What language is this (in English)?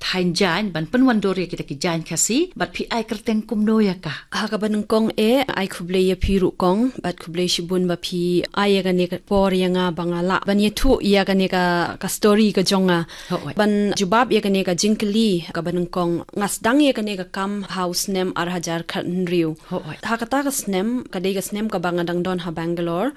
Khasi